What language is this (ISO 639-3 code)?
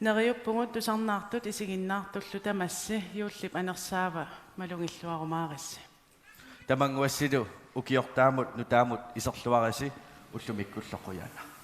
kal